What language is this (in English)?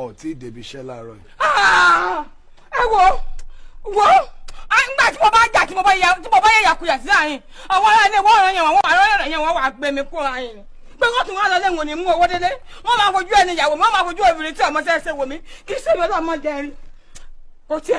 Yoruba